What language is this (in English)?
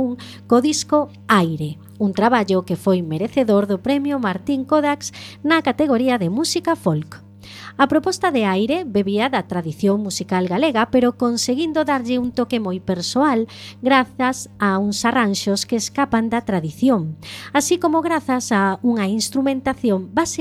Galician